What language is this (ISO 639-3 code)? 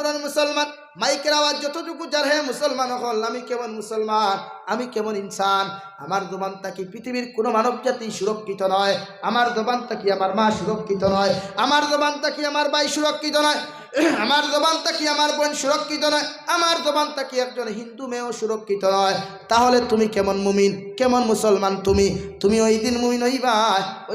syl